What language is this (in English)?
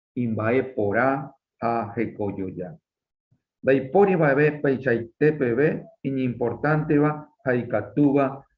Guarani